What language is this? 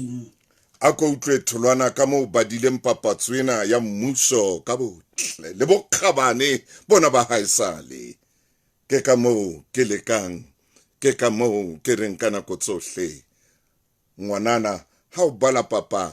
Southern Sotho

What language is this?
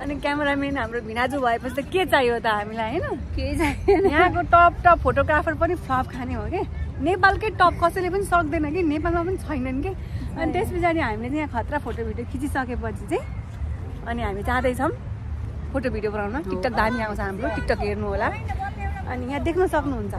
Nepali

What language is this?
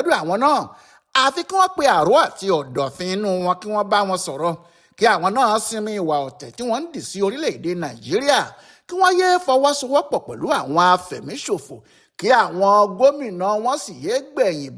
Yoruba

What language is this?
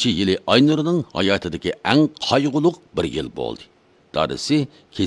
Uyghur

